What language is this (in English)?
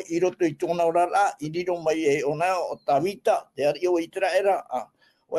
Tahitian